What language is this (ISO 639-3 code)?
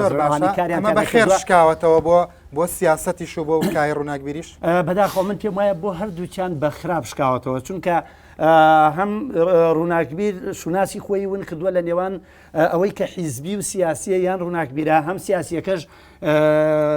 ckb